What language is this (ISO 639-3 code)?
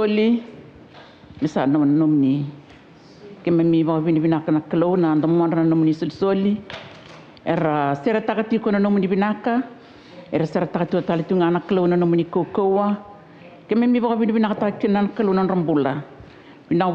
fij